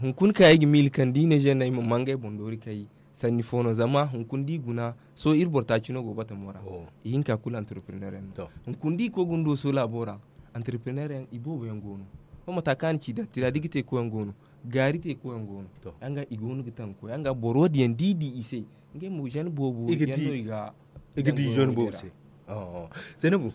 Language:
Zarma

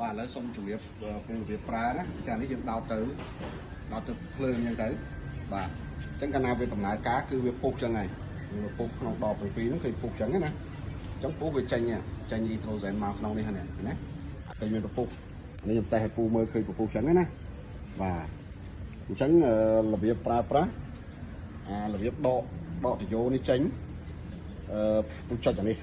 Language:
Khmer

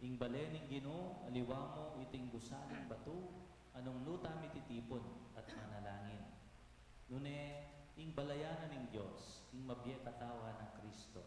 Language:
Pampanga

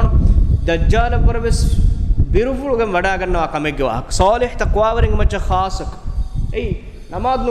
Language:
Divehi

